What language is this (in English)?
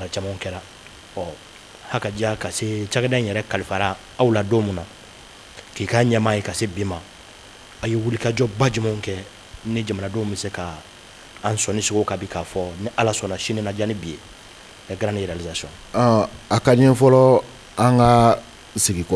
Bambara